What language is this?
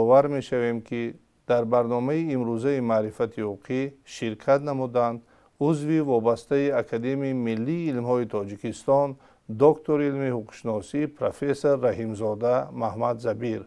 Tajik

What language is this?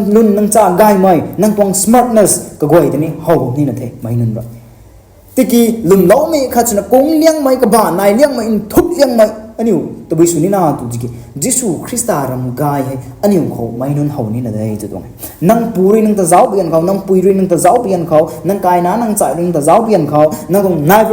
Rongmei Naga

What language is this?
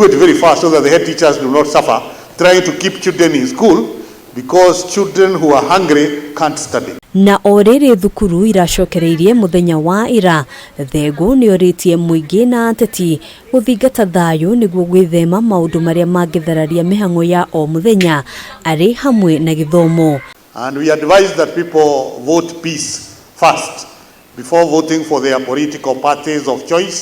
Kikuyu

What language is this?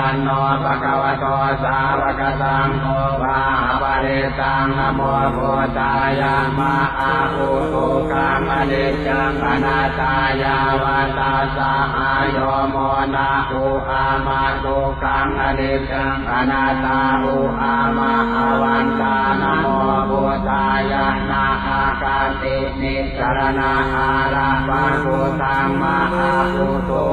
Pali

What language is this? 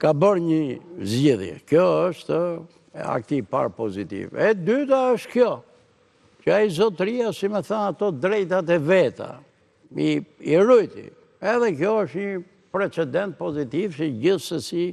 Albanian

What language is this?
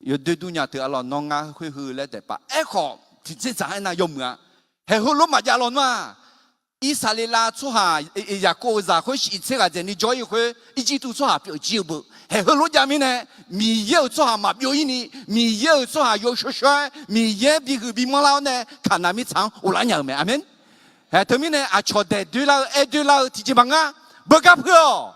Akha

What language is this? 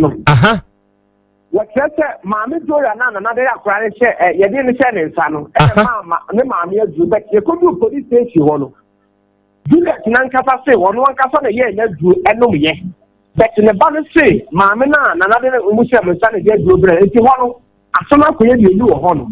Akan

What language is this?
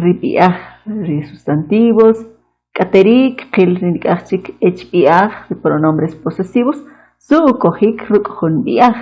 Kʼicheʼ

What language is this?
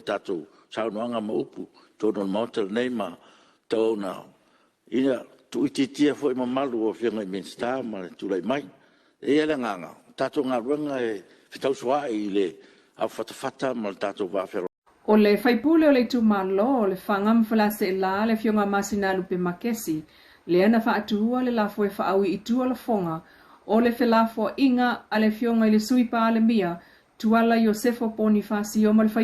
Samoan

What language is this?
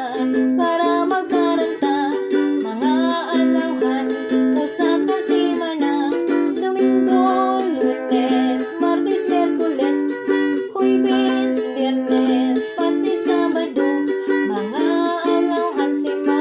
Waray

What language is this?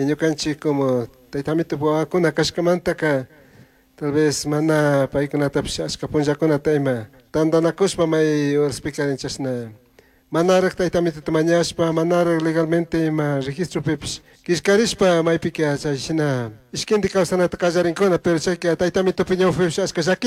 Chimborazo Highland Quichua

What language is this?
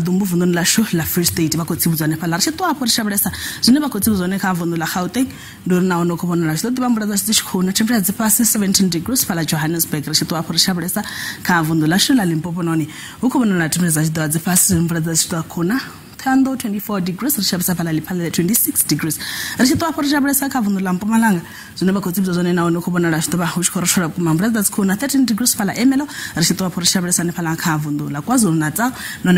Venda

